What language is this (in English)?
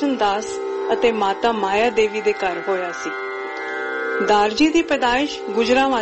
Punjabi